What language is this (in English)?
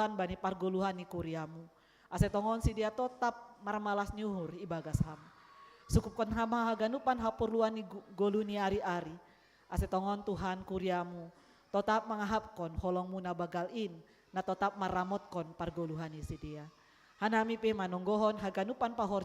Batak Simalungun